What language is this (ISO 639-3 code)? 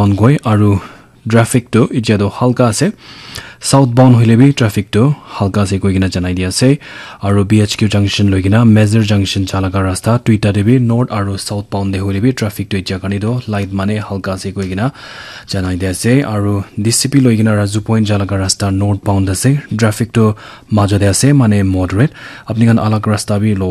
nag